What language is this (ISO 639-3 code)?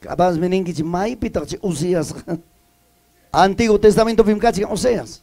quy